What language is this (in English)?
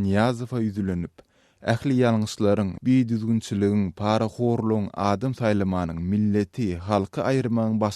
Turkmen